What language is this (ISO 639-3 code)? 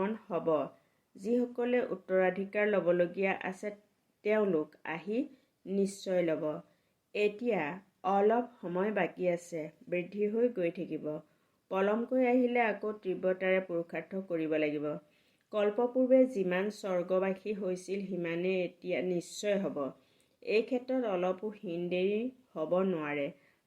asm